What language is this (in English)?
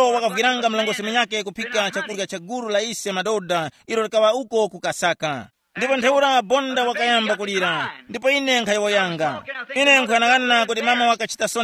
Tumbuka